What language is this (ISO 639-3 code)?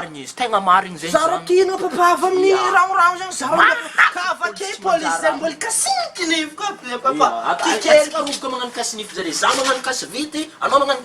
mlg